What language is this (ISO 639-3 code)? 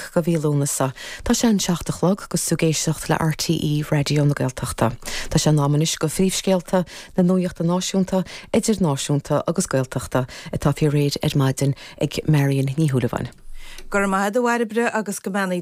gle